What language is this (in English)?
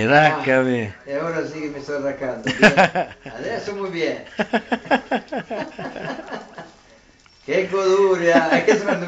Italian